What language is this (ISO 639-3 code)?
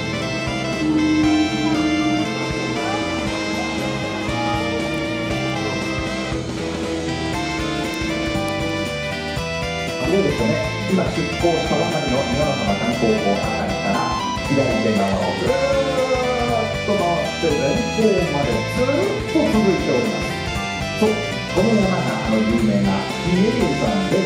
jpn